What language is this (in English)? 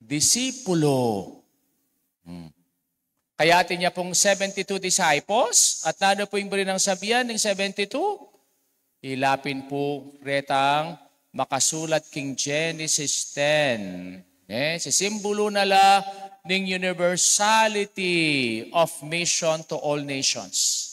Pampanga